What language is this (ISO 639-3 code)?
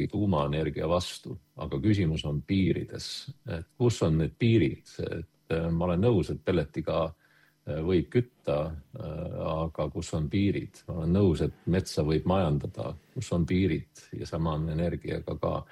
est